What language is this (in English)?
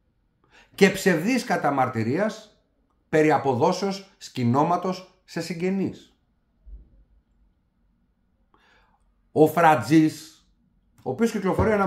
Greek